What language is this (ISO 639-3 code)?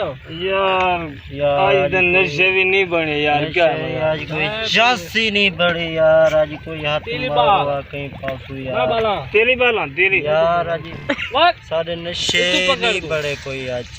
skr